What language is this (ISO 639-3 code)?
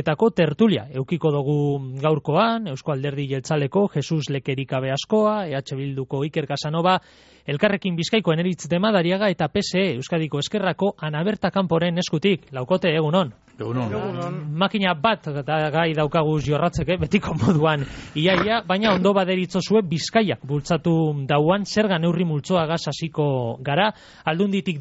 eus